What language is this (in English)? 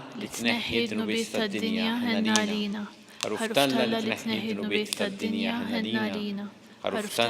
Maltese